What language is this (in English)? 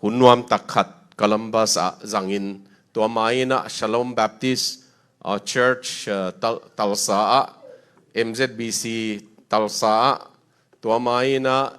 Tedim Chin